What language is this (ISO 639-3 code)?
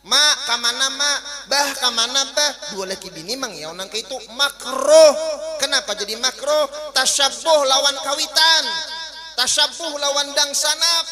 bjn